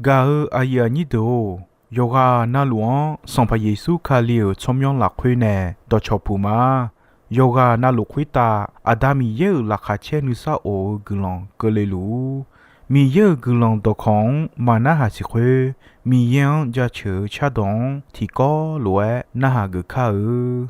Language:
Akha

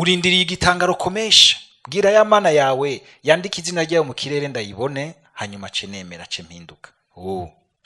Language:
Rundi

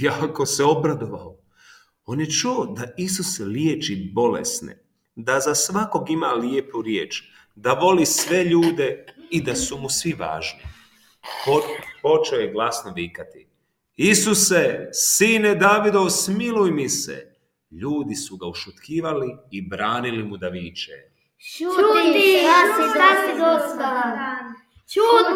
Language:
Serbian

